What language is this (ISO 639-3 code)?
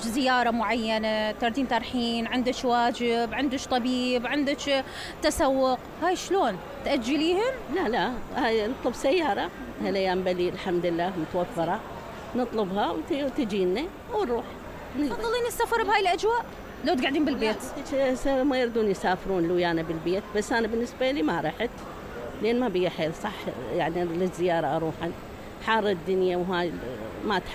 acm